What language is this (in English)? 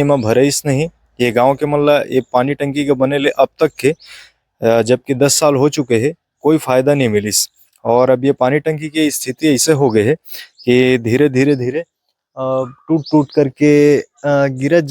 Chhattisgarhi